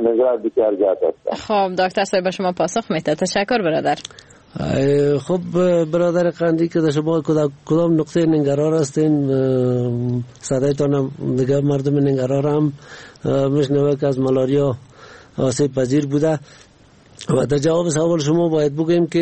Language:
Persian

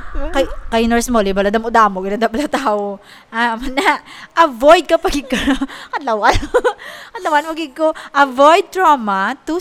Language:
Hiligaynon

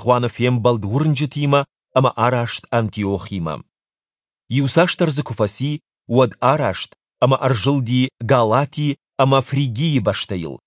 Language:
Ossetic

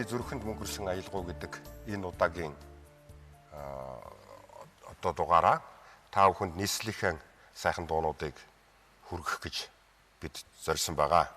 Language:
Mongolian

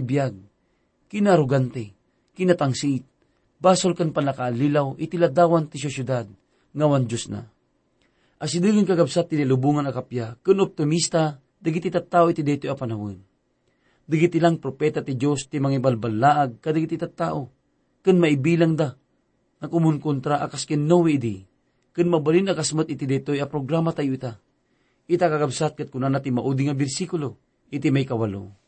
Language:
Iloko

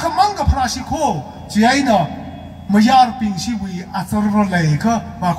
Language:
Tangkhul Naga (India)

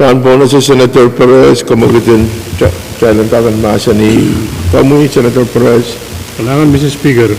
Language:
Pohnpeian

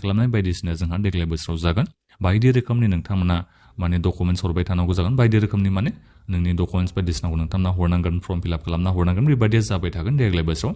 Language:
Bodo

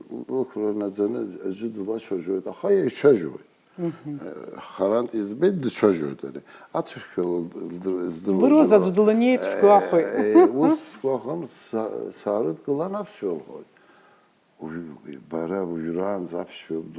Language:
Abkhazian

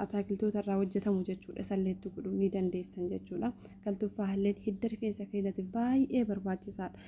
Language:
Oromo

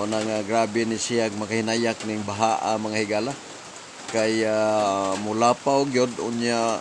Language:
Cebuano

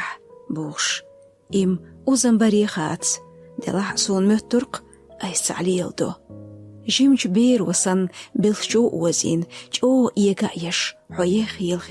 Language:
Chechen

